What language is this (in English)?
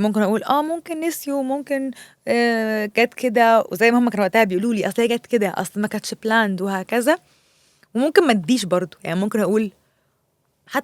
Egyptian Arabic